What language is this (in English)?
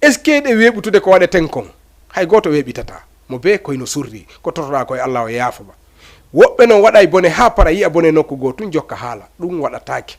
Fula